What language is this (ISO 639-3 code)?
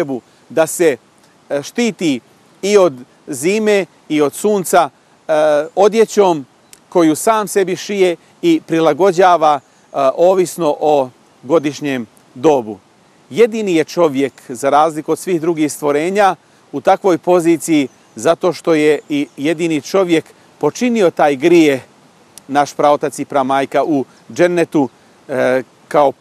bos